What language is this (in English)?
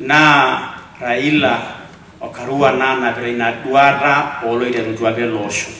Masai